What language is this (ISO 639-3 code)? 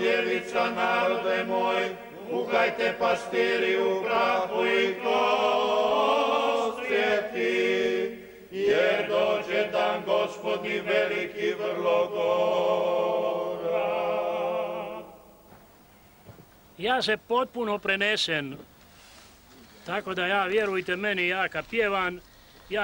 hrv